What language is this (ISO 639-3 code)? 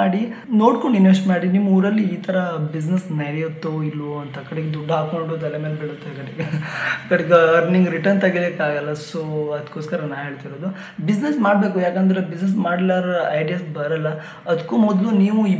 kan